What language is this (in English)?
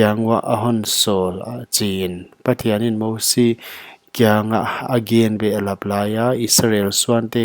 Paite Chin